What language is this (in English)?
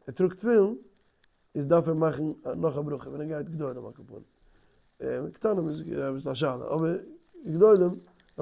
Yiddish